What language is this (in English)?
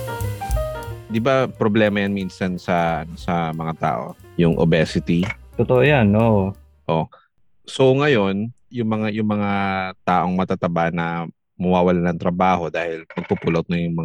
Filipino